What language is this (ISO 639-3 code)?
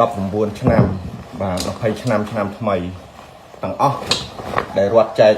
khm